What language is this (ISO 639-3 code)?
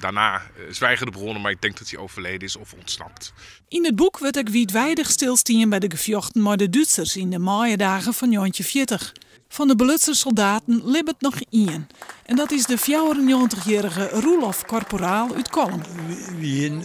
fry